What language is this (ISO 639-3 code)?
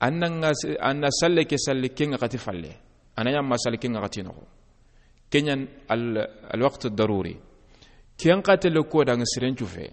snk